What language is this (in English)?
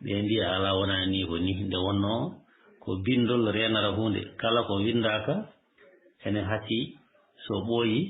Fula